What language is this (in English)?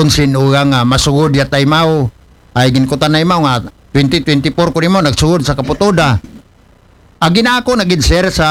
Aklanon